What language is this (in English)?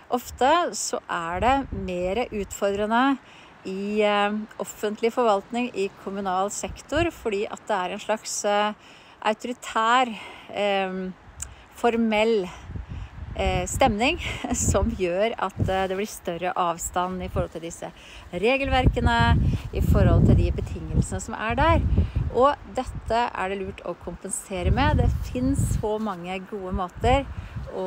Norwegian